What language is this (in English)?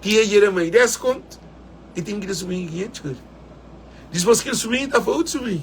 Kabuverdianu